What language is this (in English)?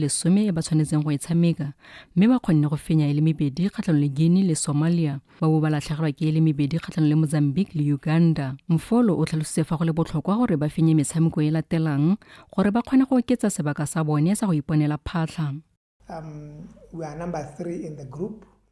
Tswana